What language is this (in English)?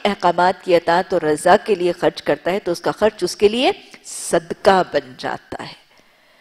Urdu